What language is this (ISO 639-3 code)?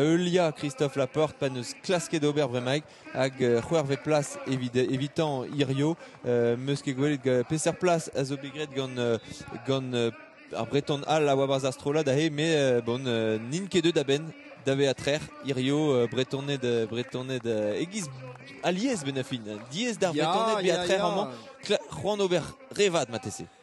bre